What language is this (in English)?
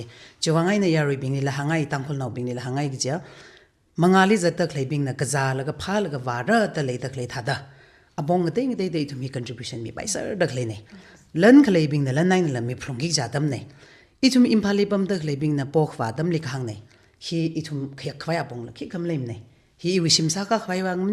Tangkhul Naga (India)